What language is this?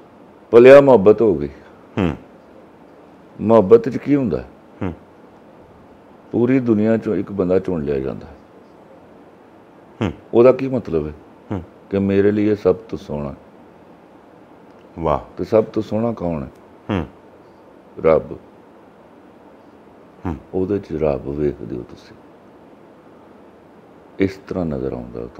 Punjabi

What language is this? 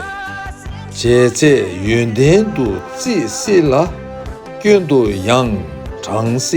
Tibetan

